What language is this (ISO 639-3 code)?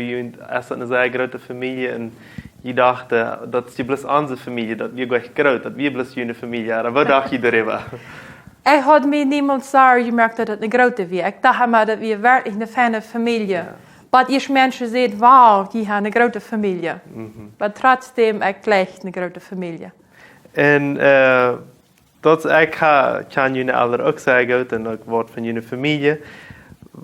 pdt